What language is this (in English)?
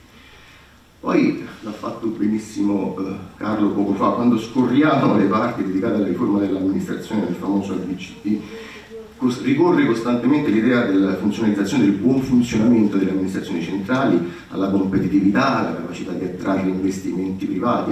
Italian